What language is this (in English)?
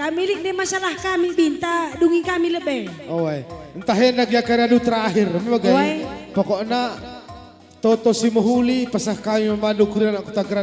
Batak Karo